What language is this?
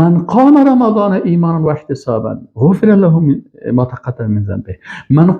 Persian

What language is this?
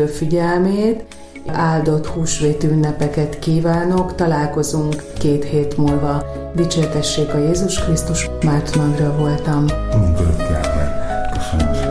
Hungarian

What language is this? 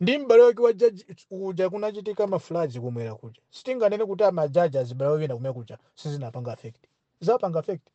Nyanja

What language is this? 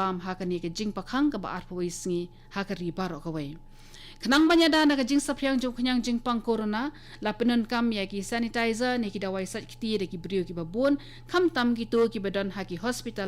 Khasi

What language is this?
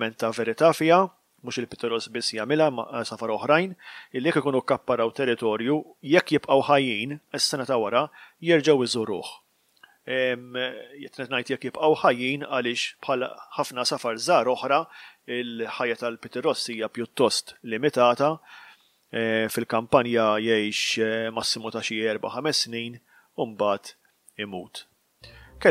Maltese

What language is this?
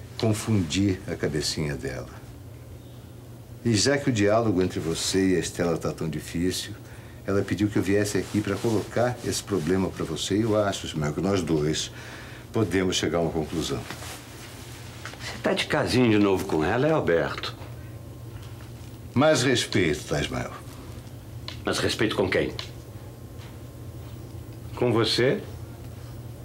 Portuguese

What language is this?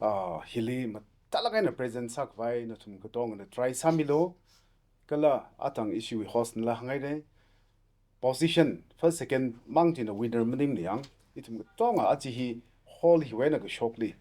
Tangkhul Naga (India)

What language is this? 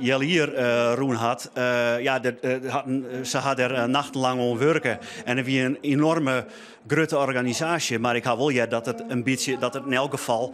Western Frisian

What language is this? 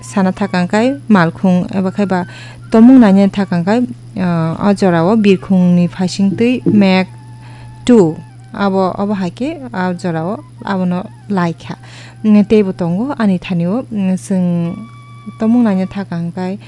Kok Borok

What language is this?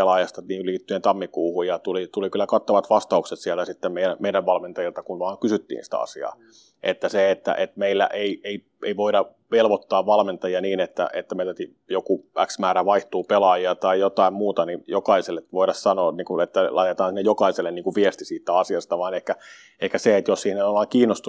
Finnish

